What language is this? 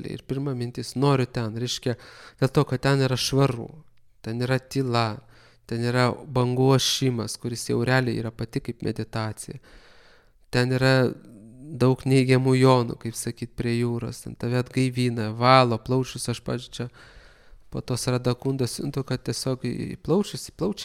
Lithuanian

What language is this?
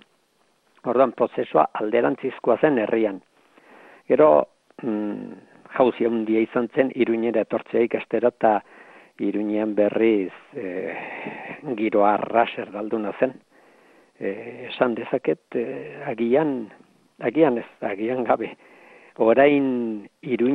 Basque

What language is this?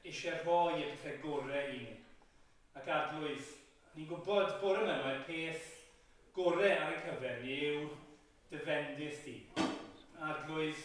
Welsh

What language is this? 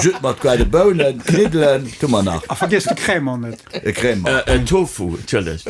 Luxembourgish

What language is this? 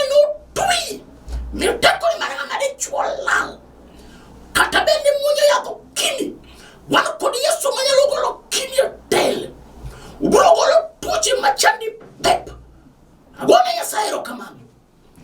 Luo (Kenya and Tanzania)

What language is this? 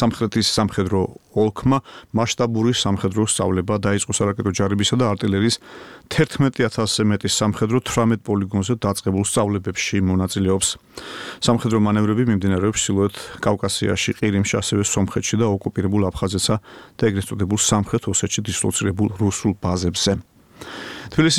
Georgian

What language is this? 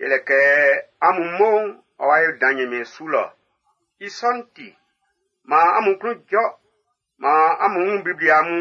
Baoulé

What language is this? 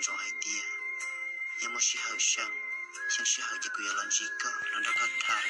Hmong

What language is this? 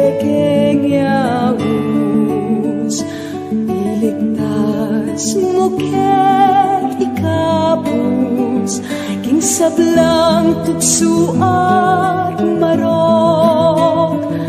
Pampanga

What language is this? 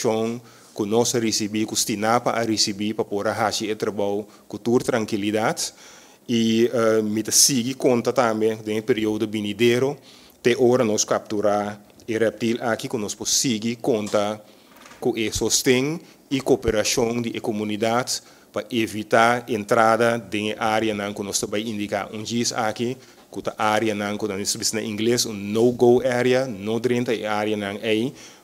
Papiamento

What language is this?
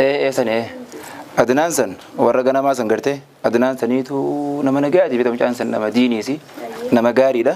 Oromo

